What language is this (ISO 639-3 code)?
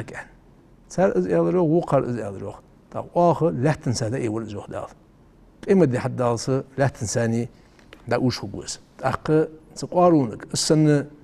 inh